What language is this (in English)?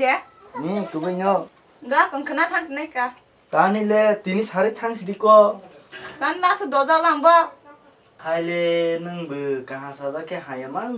Kok Borok